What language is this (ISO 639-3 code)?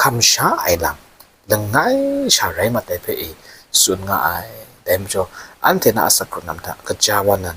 kac